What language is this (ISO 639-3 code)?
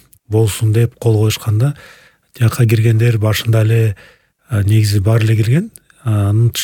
kir